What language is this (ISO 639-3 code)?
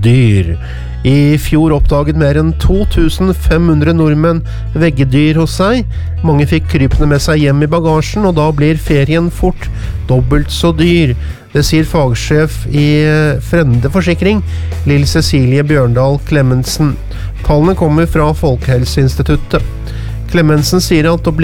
nor